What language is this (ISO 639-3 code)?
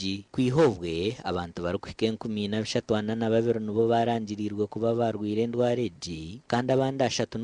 nyn